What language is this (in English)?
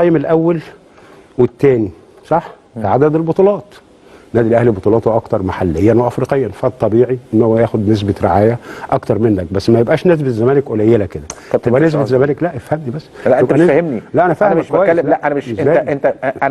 Egyptian Arabic